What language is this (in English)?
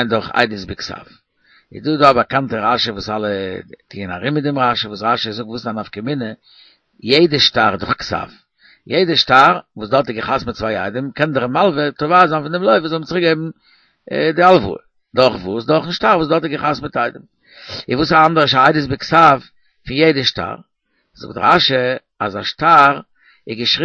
Yiddish